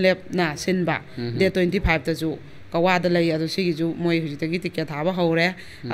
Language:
Manipuri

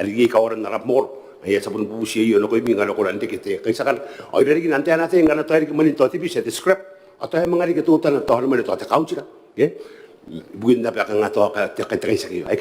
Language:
Gilbertese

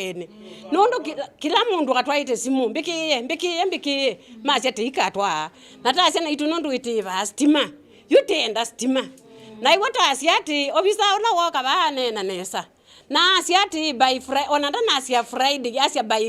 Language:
Kamba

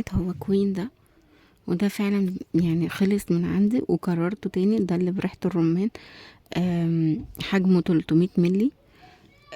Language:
Egyptian Arabic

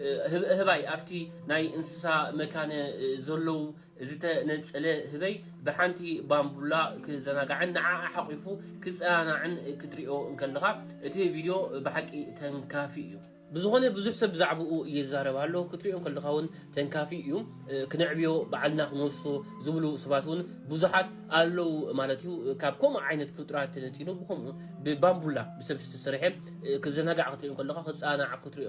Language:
Tigrinya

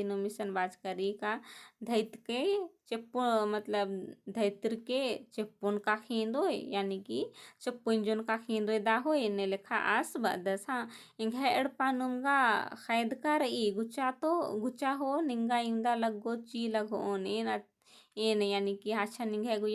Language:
Kurukh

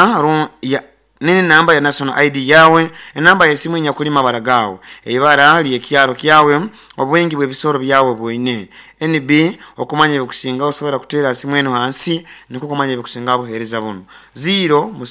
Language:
Nyoro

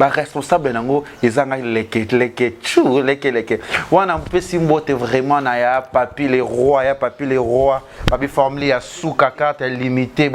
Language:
Lingala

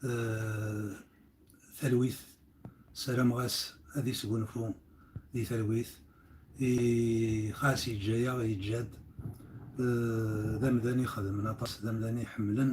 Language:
Kabyle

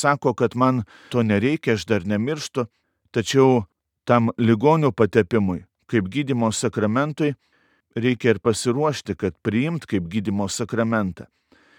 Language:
Lithuanian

